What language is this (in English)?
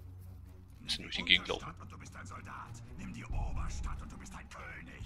German